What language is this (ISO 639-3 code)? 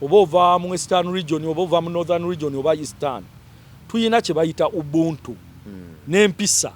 lug